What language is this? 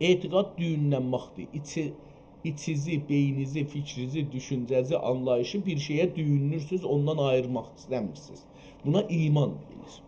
South Azerbaijani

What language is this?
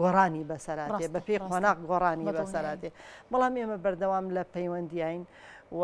Central Kurdish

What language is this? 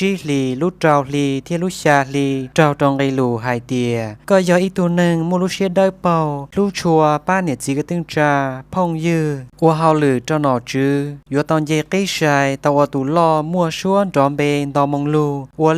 Hmong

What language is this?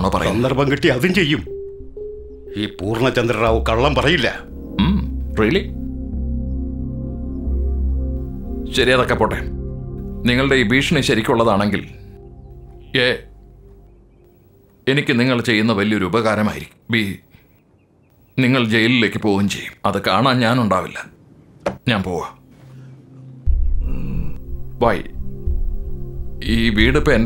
Malayalam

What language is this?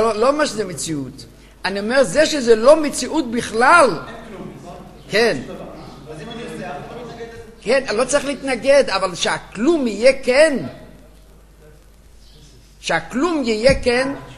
Hebrew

